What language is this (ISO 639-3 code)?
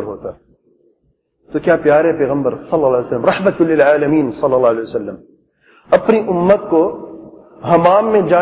urd